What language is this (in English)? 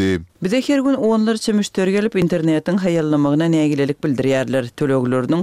Turkmen